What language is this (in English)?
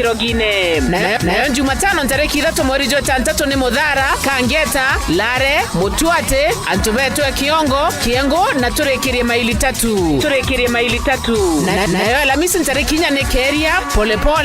Meru